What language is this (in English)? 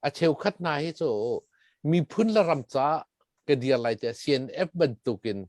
Hakha Chin